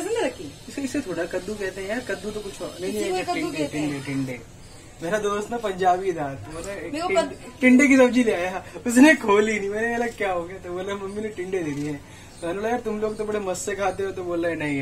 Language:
Hindi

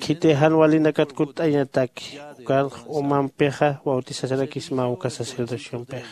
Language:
Aymara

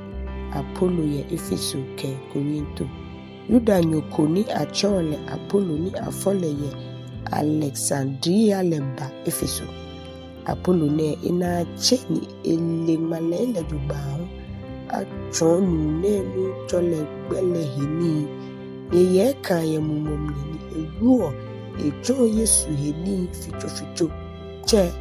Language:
Ga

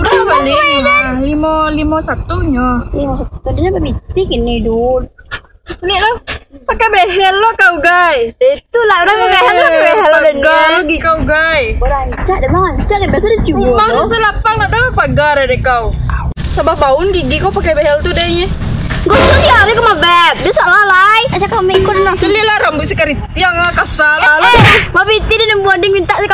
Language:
Minangkabau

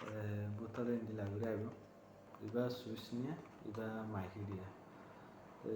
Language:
Rohingya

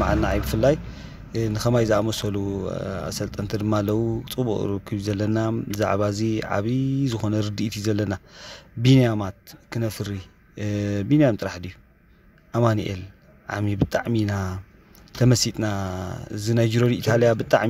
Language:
Tigrinya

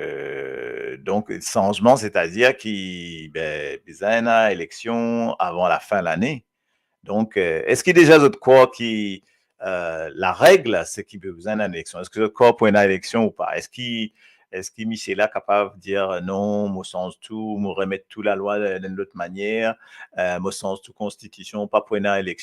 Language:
Morisyen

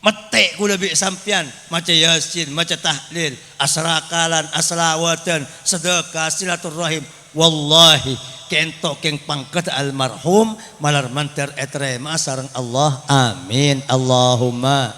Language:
Madurese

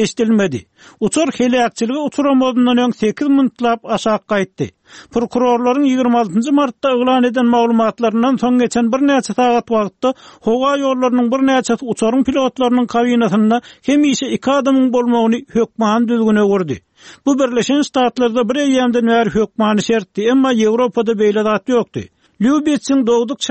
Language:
Turkmen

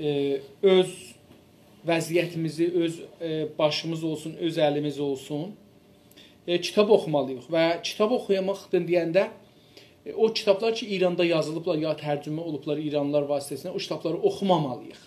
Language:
South Azerbaijani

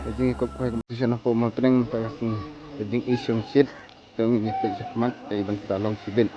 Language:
Khasi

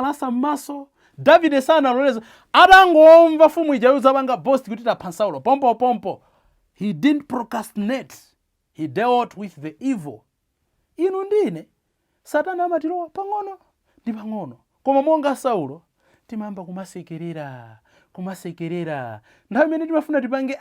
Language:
Nyanja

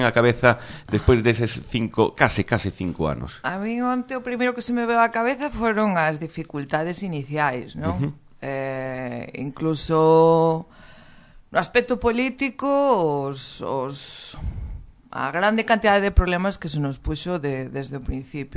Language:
Galician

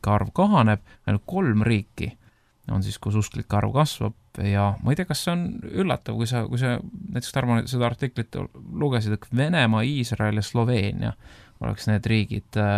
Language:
Estonian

